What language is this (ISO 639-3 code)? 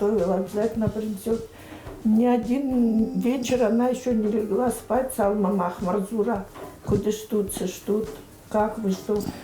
oss